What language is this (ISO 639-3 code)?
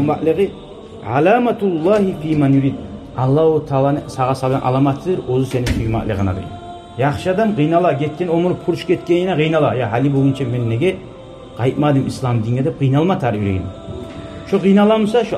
kum